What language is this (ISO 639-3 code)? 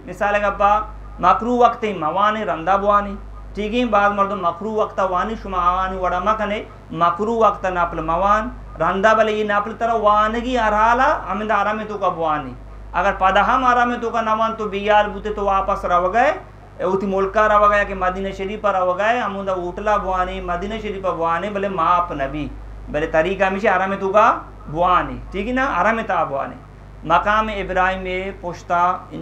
bgp